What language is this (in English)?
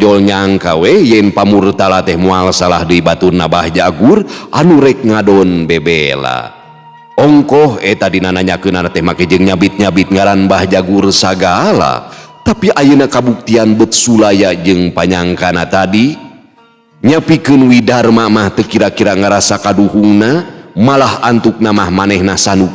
Sundanese